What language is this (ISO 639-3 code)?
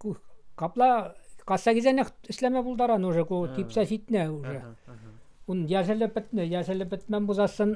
chv